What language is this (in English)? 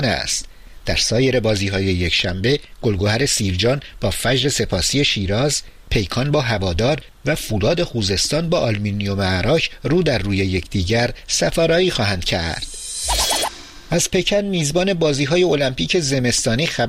Persian